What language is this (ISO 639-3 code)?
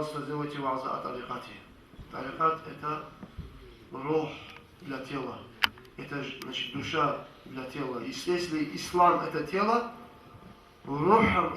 kum